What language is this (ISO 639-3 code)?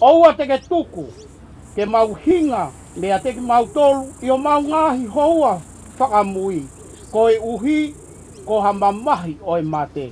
ton